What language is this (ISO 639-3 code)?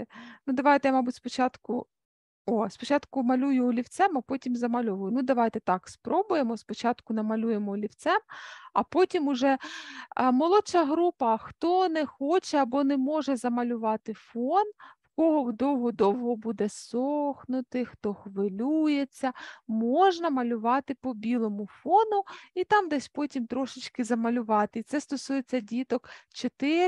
ukr